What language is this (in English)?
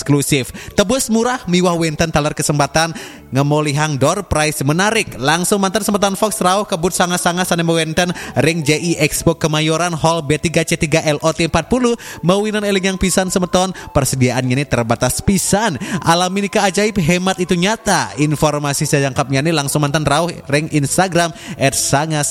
Balinese